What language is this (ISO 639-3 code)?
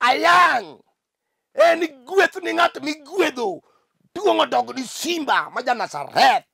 luo